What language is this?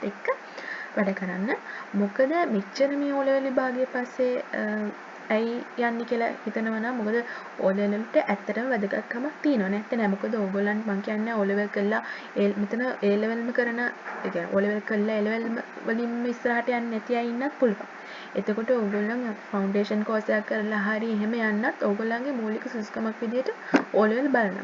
Sinhala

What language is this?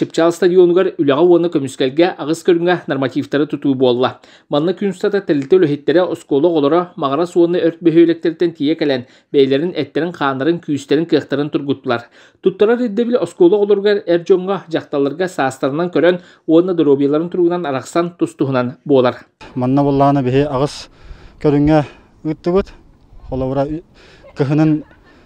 Yakut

